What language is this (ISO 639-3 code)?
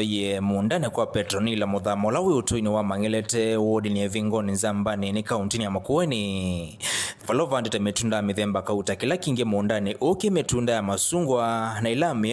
kam